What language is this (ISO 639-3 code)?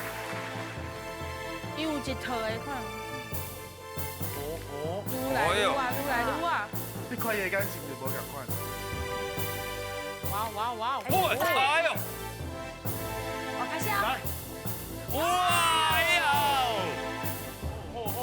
nan